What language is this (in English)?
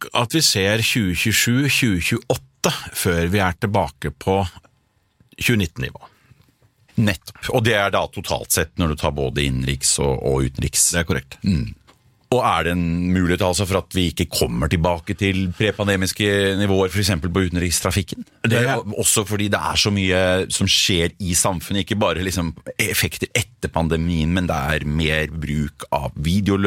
Norwegian